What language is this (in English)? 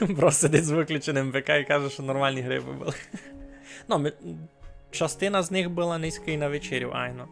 Rusyn